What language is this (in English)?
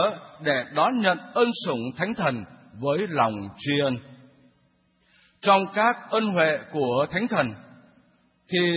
Vietnamese